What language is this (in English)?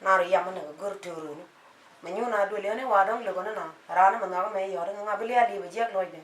Nuer